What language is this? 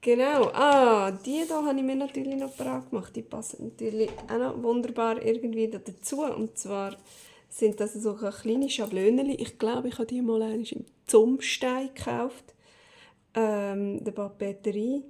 Swiss German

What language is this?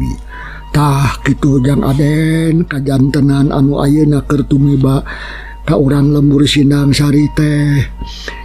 Sundanese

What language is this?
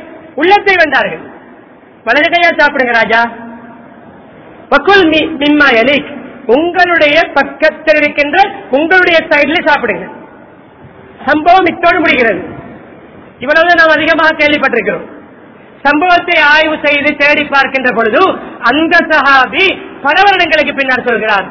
Tamil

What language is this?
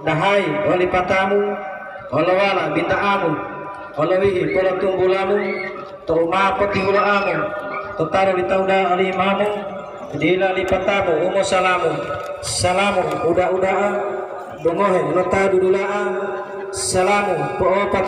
Gorontalo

